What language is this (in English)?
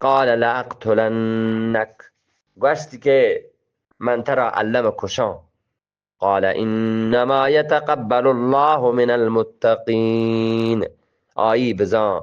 Eastern Balochi